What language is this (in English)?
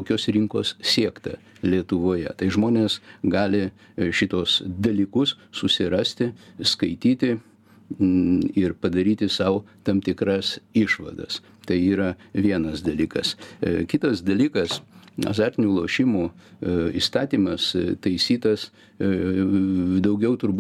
Lithuanian